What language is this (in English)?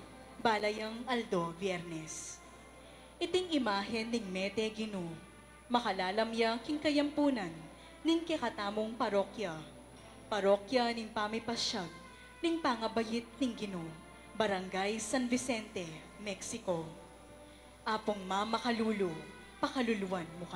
Pampanga